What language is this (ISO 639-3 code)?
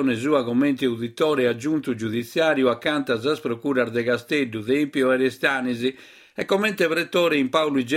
srd